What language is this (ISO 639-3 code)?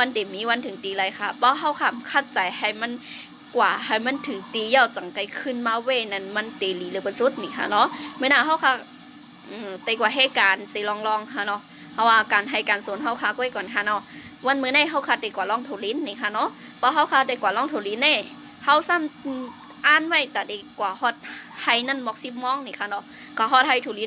shn